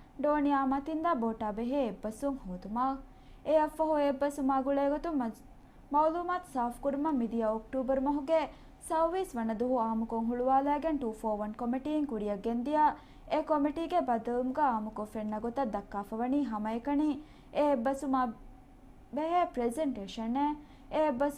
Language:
Divehi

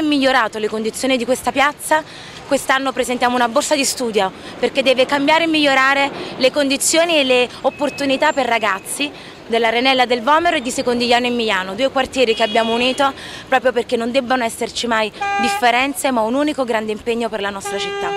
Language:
Italian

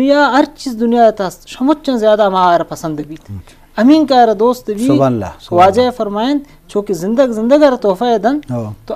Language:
Eastern Balochi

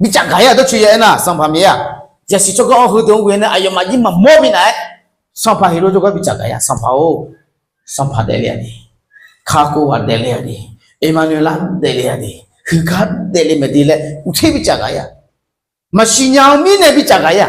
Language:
Akha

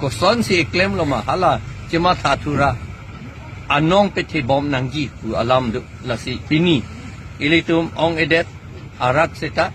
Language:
Karbi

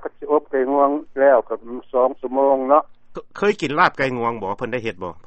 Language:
Lao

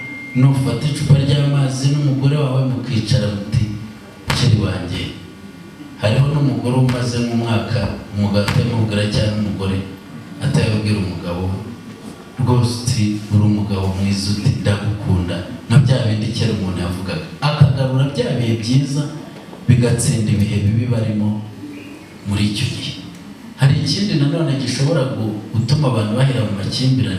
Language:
Kinyarwanda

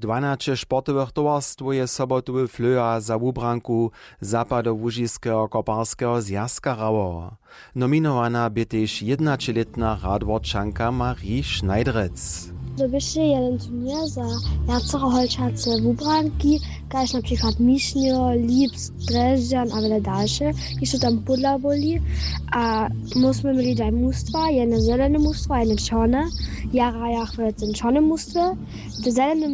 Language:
Upper Sorbian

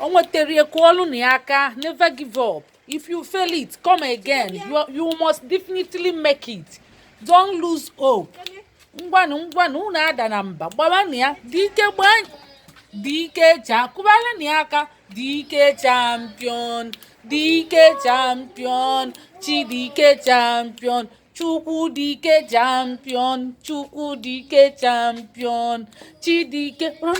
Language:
Igbo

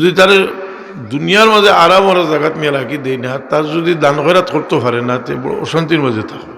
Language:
Sylheti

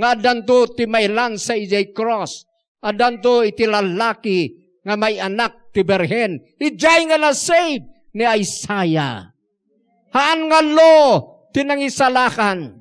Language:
Iloko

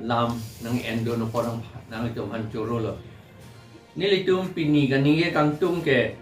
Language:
Karbi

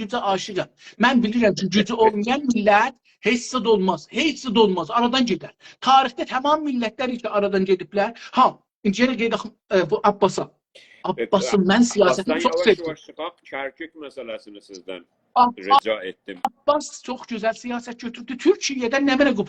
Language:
South Azerbaijani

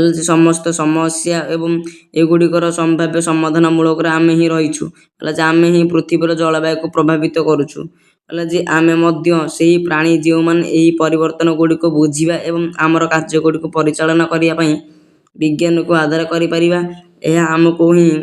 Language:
Odia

